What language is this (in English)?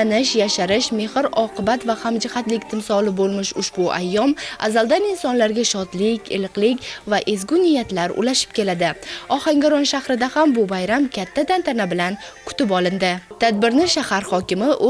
Uzbek